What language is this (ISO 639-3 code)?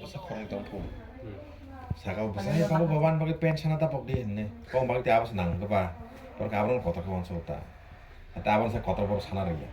trp